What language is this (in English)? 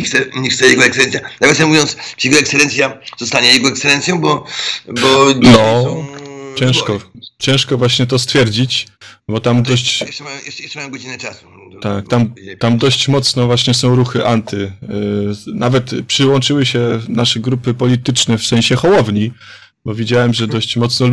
Polish